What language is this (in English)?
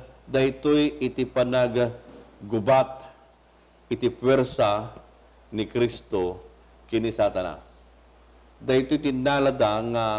Iloko